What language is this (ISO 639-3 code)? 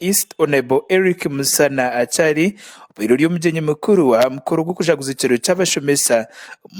nyn